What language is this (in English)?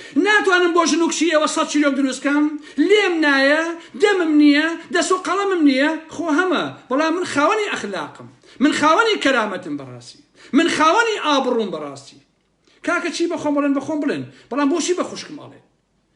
Central Kurdish